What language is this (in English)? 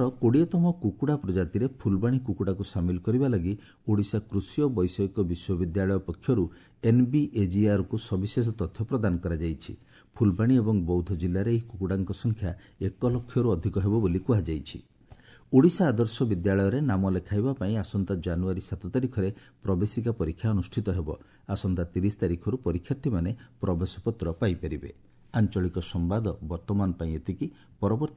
Odia